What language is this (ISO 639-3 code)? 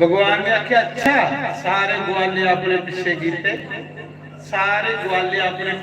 doi